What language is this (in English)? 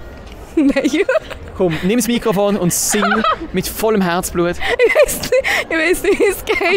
Swiss German